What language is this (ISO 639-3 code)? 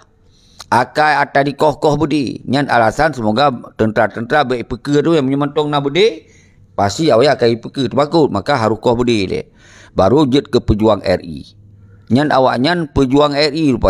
ace